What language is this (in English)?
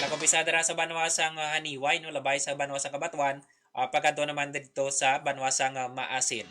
Hiligaynon